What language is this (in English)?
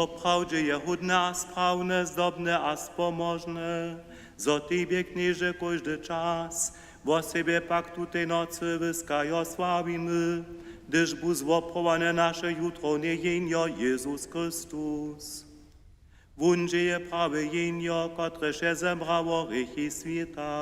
Upper Sorbian